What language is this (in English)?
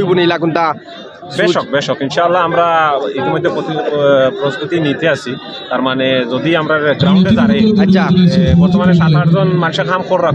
Sylheti